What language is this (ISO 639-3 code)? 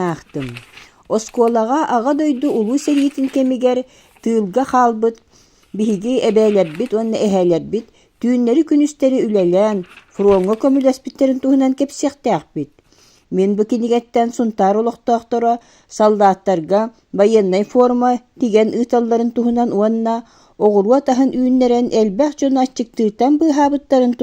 sah